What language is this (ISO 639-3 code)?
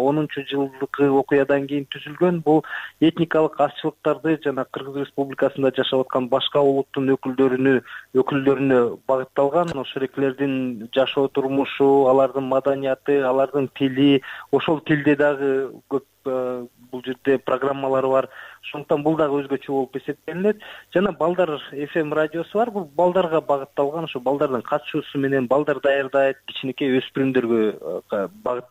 kir